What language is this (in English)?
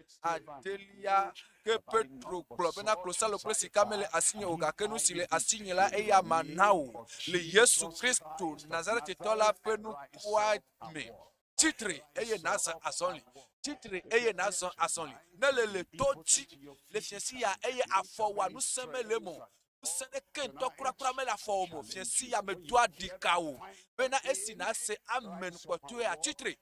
Ewe